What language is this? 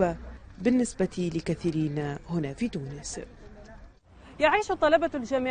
Arabic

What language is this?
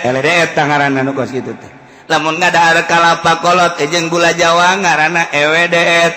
Sundanese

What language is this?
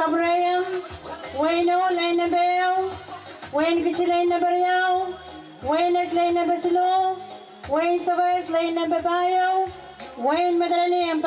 Pohnpeian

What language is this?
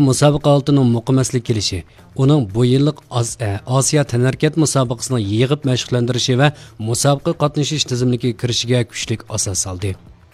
Uyghur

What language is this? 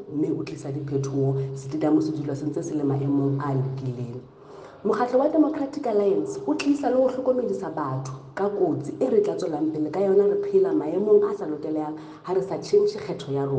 Southern Sotho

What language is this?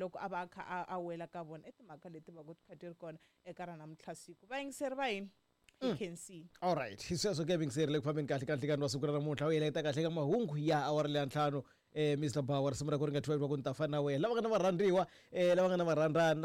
Tsonga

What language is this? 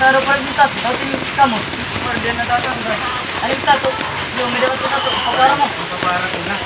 Waray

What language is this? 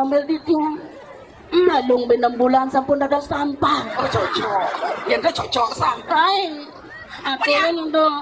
Balinese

